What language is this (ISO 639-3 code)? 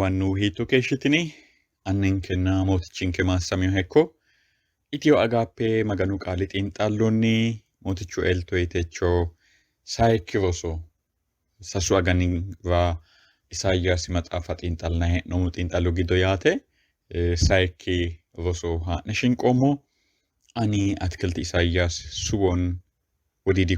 sid